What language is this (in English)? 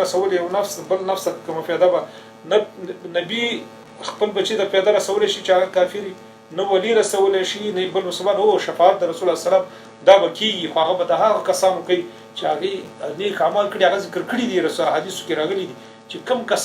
Pashto